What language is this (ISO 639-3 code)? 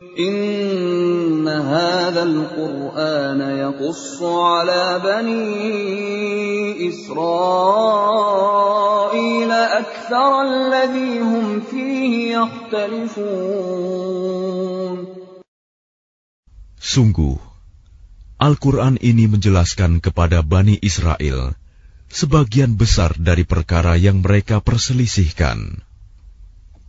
ind